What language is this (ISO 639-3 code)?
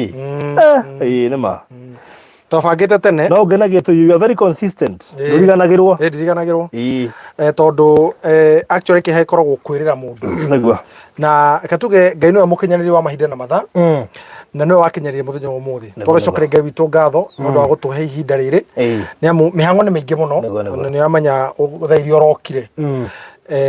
kik